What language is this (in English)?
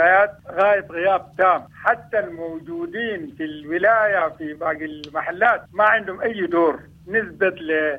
Sudanese Arabic